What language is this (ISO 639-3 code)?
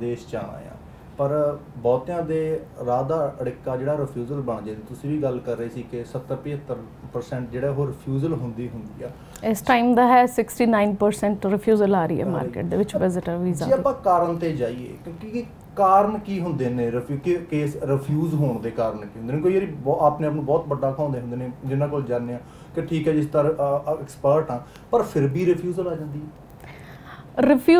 pan